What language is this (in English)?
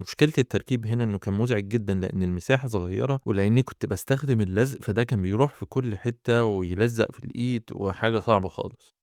Egyptian Arabic